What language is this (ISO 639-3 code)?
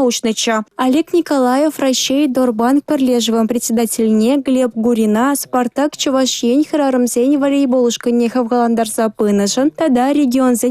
chv